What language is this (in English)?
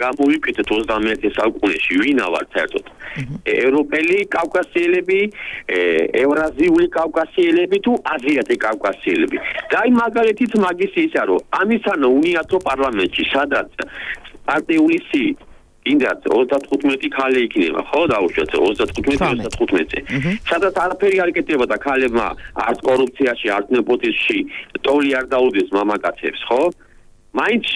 Georgian